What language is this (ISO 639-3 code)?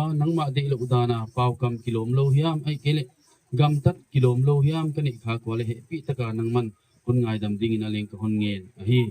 gnb